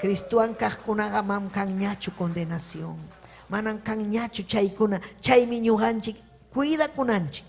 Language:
Ayacucho Quechua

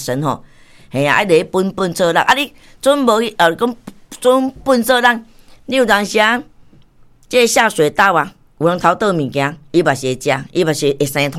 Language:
Min Nan Chinese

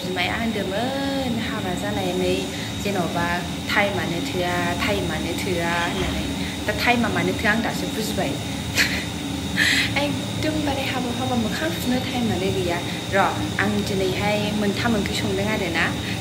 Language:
Bodo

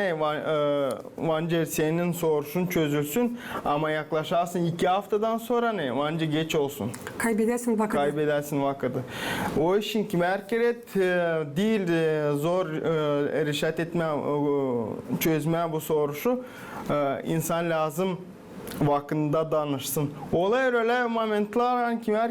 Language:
Gagauz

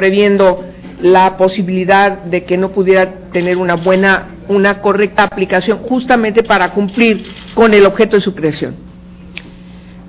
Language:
Spanish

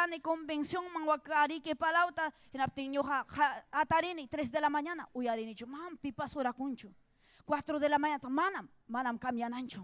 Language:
Ayacucho Quechua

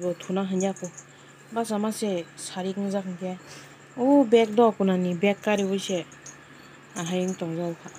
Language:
Kok Borok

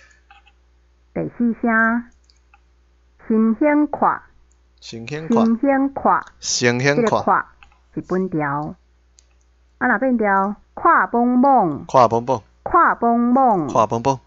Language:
Min Nan Chinese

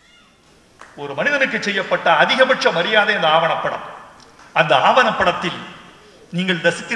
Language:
Tamil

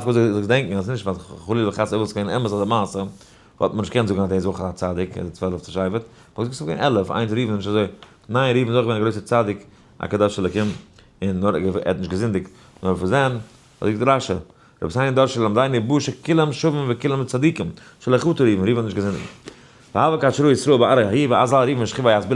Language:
Yiddish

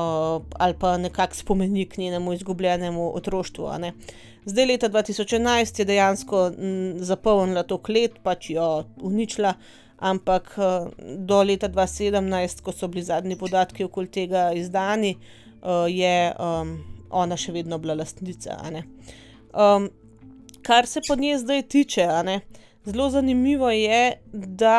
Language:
Slovenian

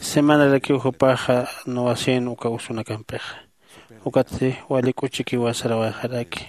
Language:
Aymara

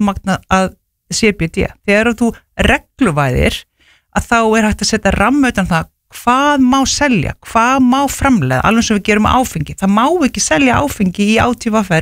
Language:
Icelandic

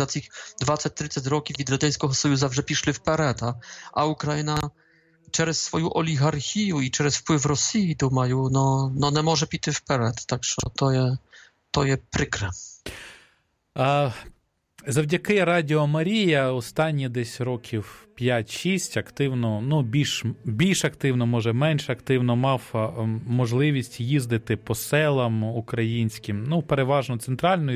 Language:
Ukrainian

